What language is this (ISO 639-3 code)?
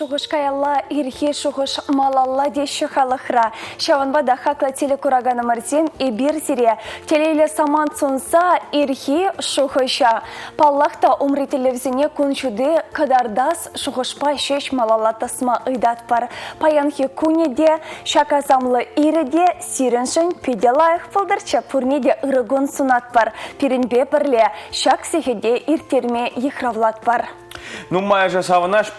chv